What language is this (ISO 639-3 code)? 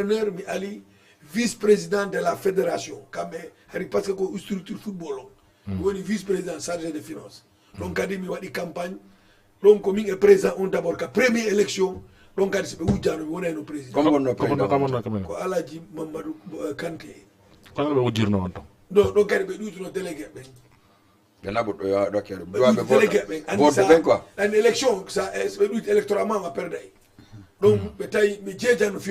ful